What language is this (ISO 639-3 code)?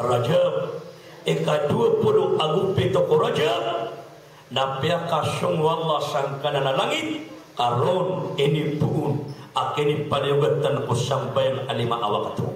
mrw